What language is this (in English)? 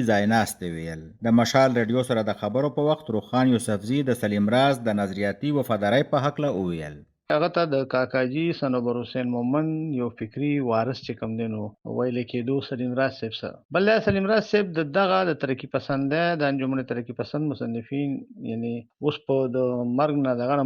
Pashto